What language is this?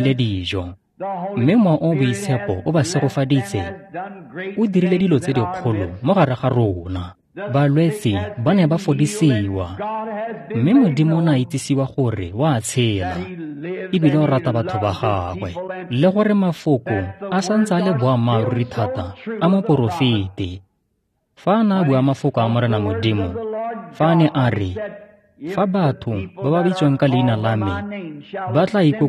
Tswana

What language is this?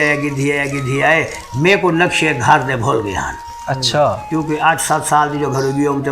Saraiki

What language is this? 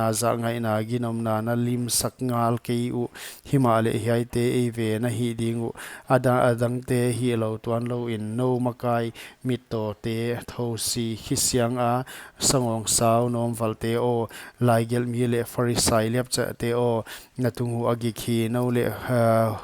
Paite Chin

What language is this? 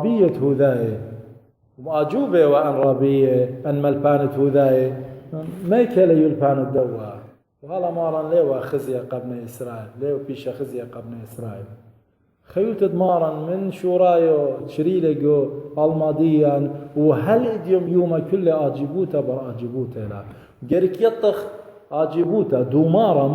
Assyrian Neo-Aramaic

